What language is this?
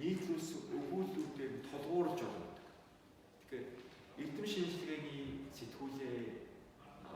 Mongolian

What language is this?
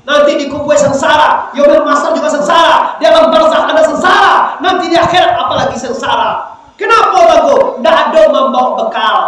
Minangkabau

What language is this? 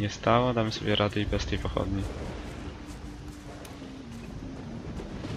Polish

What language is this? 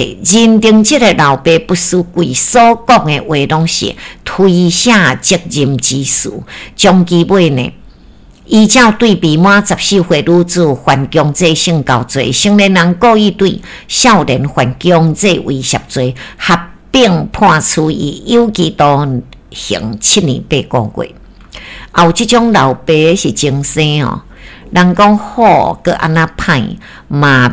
Min Nan Chinese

